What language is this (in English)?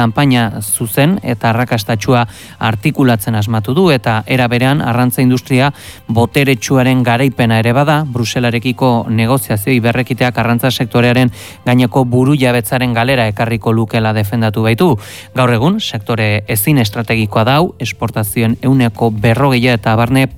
Basque